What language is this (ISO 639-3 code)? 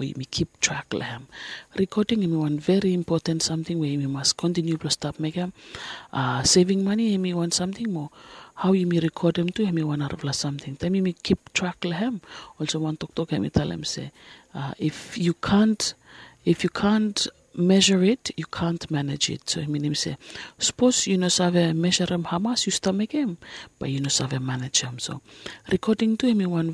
bis